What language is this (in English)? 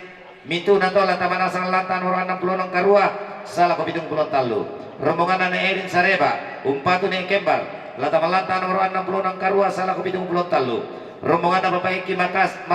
Toraja-Sa'dan